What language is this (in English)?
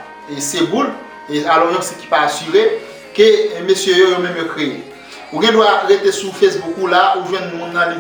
Haitian Creole